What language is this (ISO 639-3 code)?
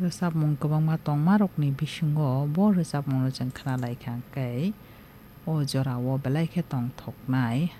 trp